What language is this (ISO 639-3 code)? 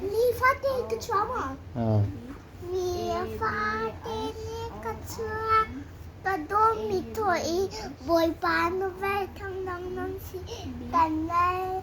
cnh